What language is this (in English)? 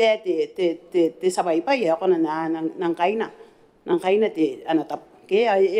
Gilbertese